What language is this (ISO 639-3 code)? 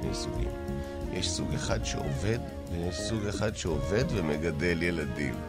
heb